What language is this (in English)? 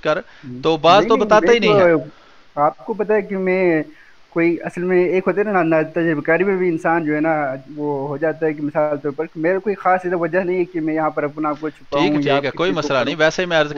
Urdu